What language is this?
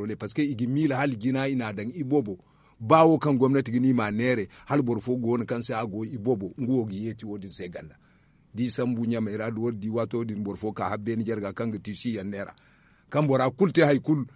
Zarma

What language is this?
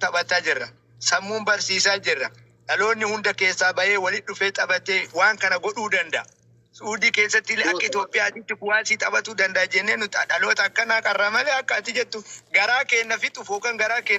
Oromo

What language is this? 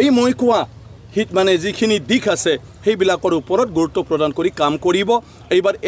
Assamese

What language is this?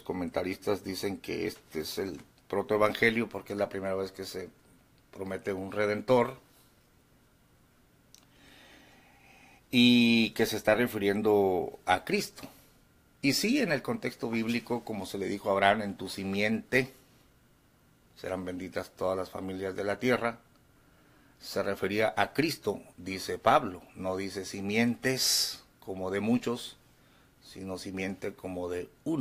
Spanish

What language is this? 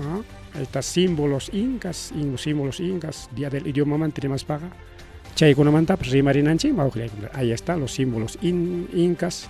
Ayacucho Quechua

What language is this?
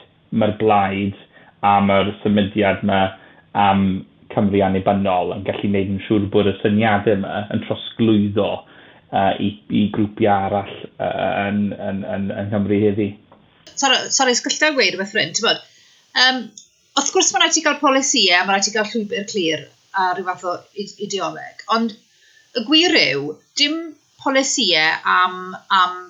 Welsh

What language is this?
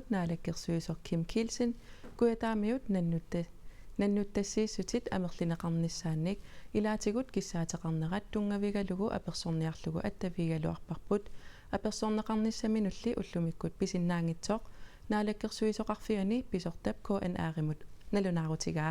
Kalaallisut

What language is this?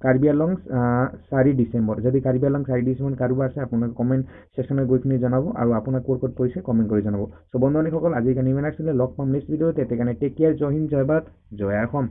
Assamese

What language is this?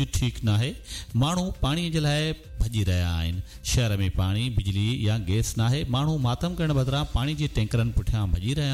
Sindhi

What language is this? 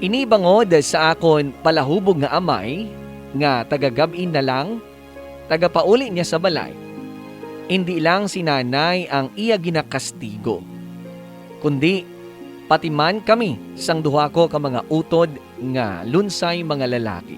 Hiligaynon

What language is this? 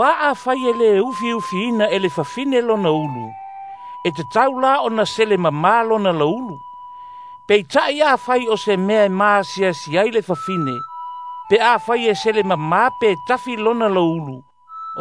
Samoan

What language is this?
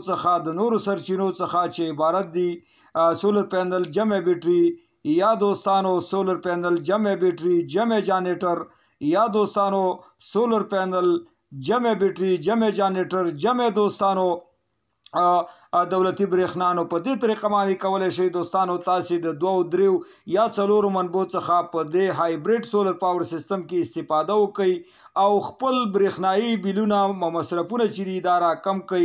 Pashto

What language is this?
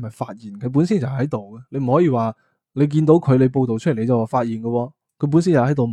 Cantonese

